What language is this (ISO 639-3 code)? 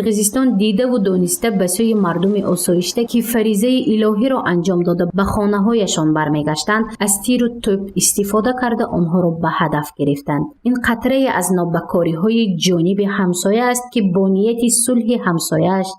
tgk